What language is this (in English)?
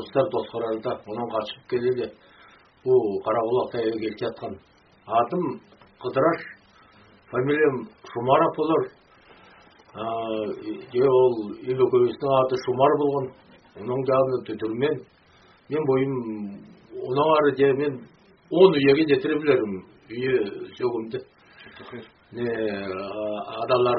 Kazakh